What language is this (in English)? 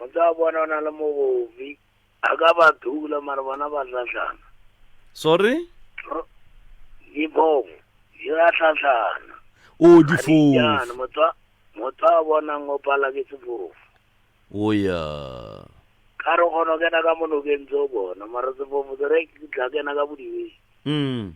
Northern Sotho